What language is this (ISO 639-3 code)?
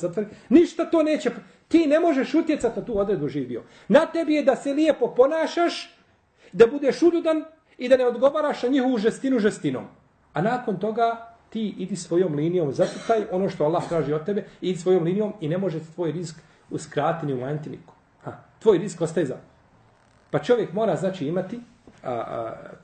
bos